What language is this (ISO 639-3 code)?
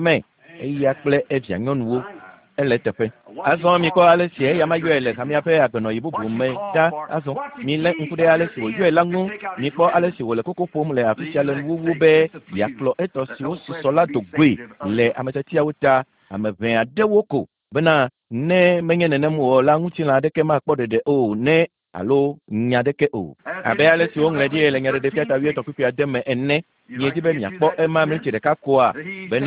ewe